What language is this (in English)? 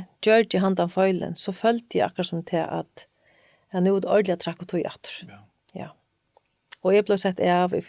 Faroese